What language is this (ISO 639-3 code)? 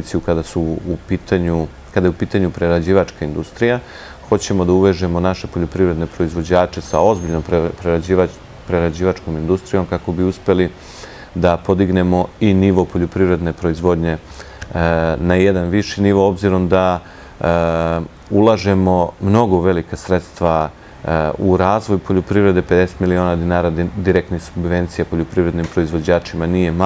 srp